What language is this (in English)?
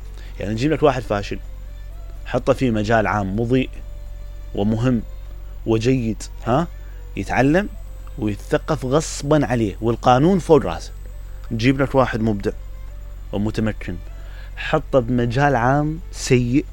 Mesopotamian Arabic